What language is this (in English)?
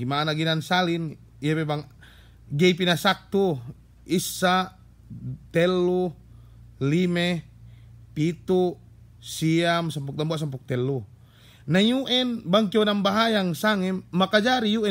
Yakan